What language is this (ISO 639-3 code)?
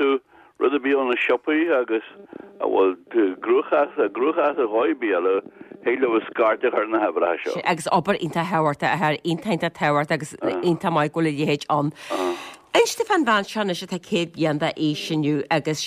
gle